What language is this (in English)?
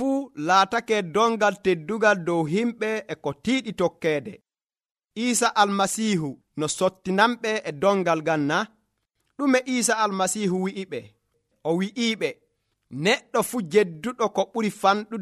Nigerian Fulfulde